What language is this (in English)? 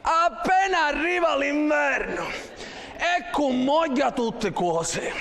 Sicilian